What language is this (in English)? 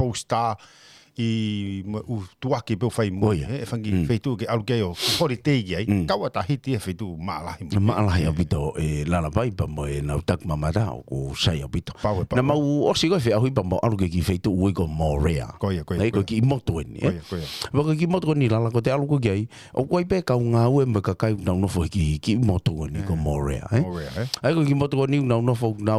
Tongan